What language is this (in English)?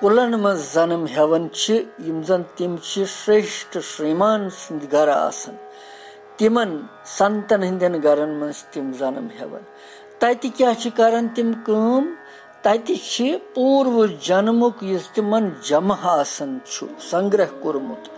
Kashmiri